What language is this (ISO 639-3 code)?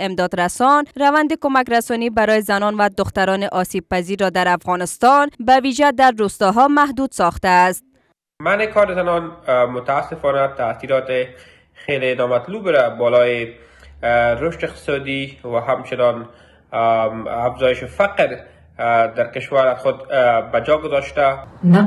fas